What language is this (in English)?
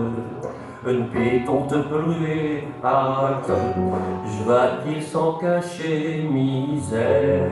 Picard